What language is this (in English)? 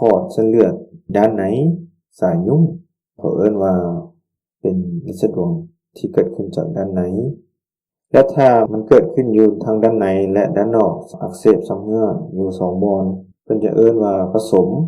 Lao